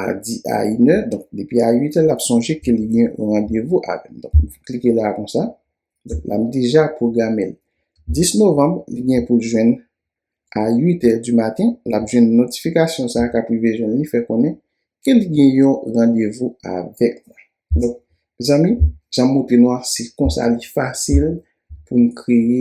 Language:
Haitian Creole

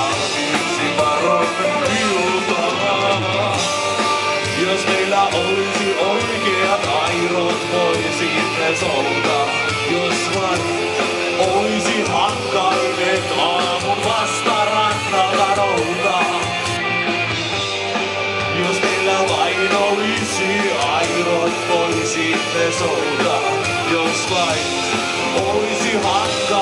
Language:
Finnish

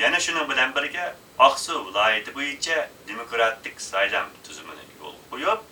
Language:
Uyghur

